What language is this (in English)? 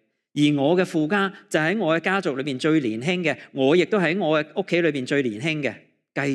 Cantonese